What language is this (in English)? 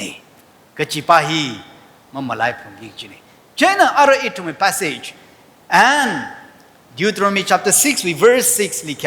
Tangkhul Naga (India)